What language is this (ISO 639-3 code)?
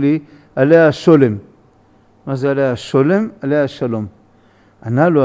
heb